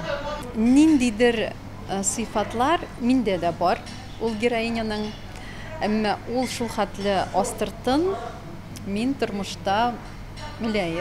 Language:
Tatar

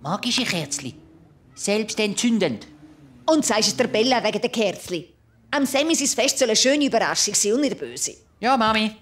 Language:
Swiss German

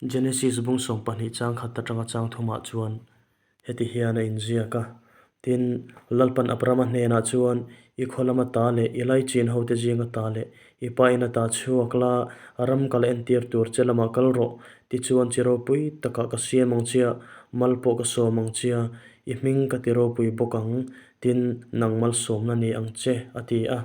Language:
Mizo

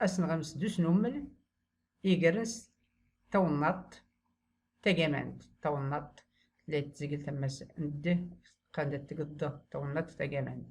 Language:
Tachelhit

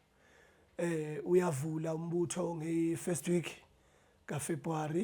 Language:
Zulu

